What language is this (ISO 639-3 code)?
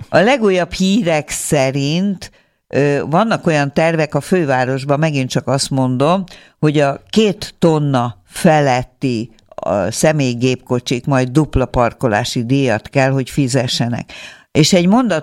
hun